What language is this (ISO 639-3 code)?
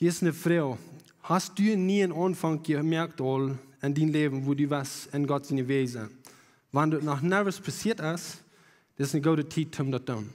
pdt